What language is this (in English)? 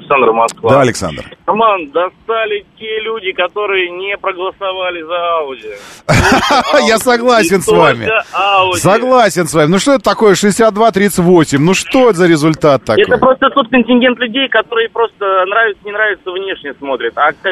Russian